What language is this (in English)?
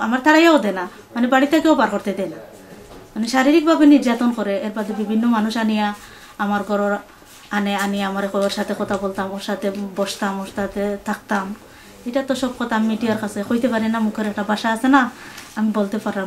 Sylheti